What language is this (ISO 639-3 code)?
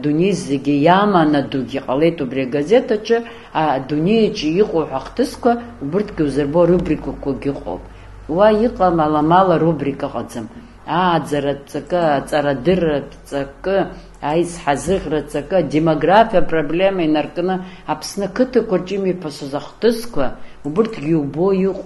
abk